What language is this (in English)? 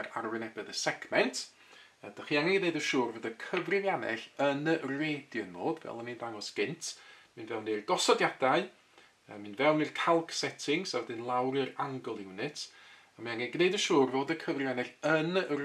Welsh